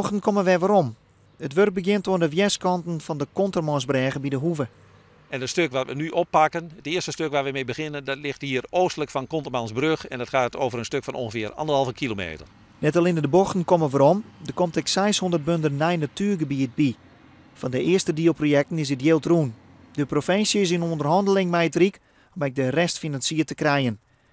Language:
Western Frisian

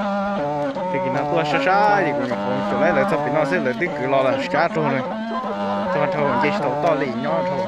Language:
Hmong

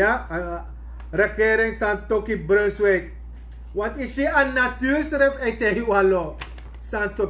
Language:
Sranan Tongo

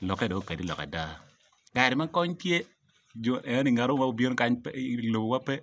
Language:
Acoli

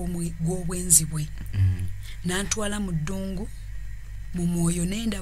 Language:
Ganda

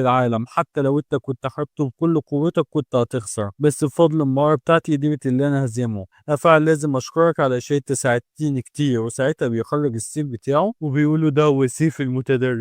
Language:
Egyptian Arabic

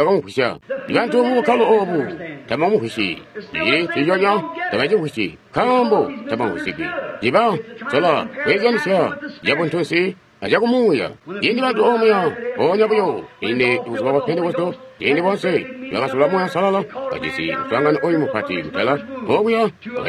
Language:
Tonga (Zambia)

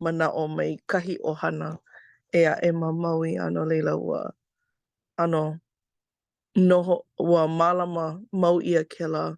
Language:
Hawaiian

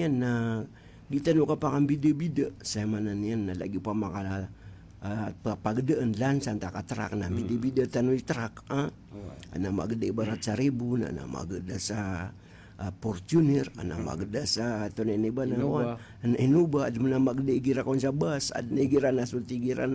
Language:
Maranao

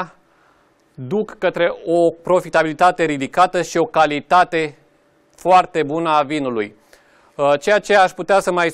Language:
Romanian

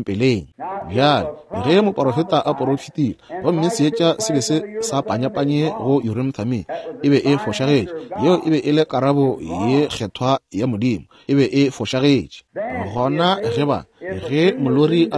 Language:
Northern Sotho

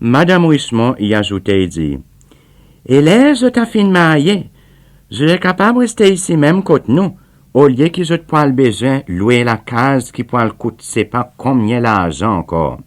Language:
Seselwa Creole French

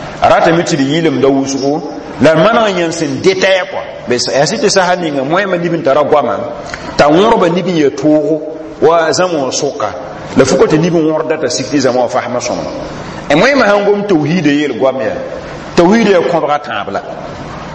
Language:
Mossi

